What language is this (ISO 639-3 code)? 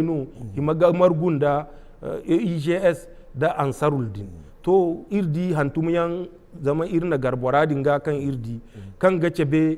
dje